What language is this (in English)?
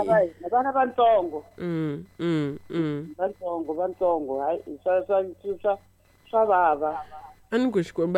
Tsonga